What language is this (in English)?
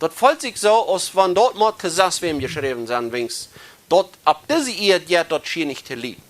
Plautdietsch